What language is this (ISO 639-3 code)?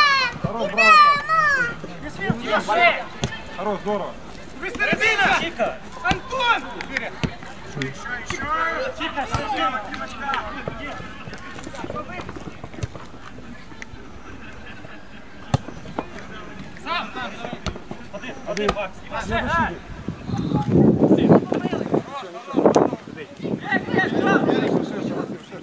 ukr